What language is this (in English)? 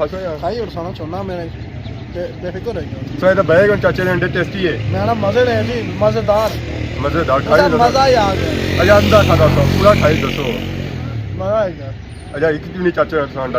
Pahari-Potwari